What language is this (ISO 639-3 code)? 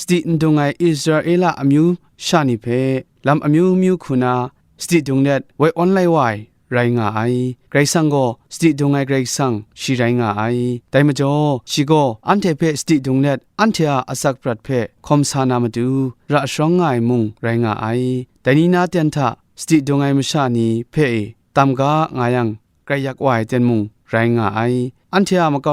kac